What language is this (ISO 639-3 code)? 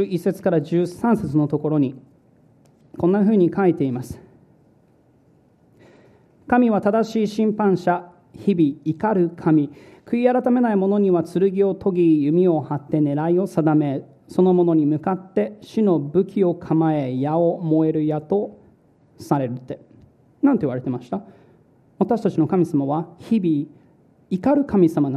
jpn